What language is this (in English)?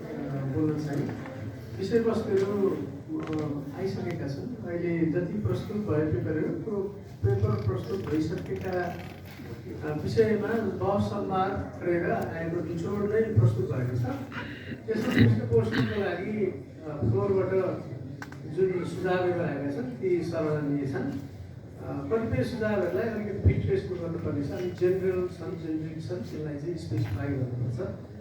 Nepali